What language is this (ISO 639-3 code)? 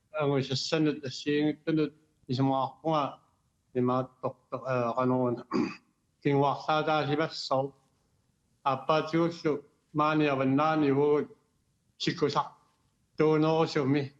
kal